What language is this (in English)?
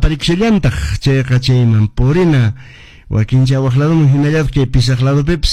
Quechua